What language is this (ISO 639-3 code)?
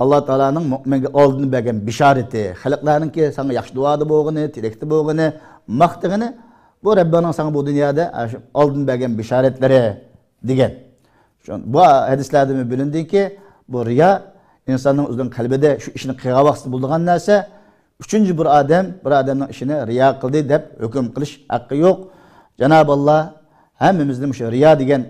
uig